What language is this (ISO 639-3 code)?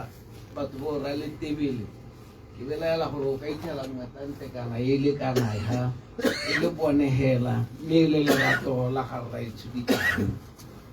tsn